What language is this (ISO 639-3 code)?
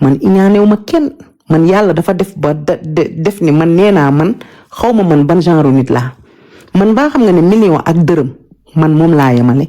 wol